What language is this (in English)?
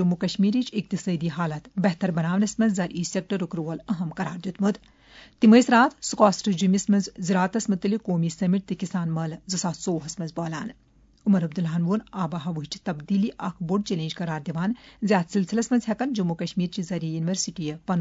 Kashmiri